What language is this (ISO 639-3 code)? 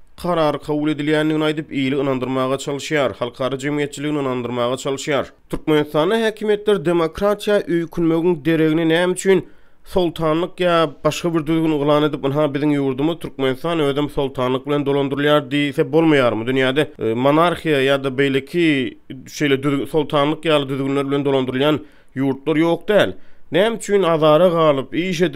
tuk